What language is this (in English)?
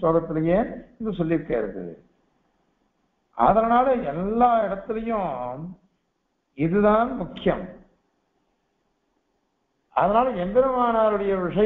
Tamil